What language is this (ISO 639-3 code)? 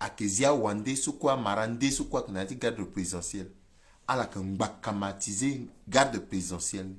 sag